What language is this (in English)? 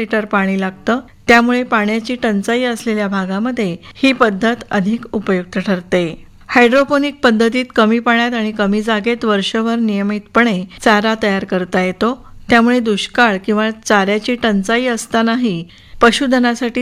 Marathi